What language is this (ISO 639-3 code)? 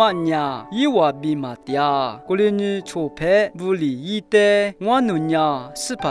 lis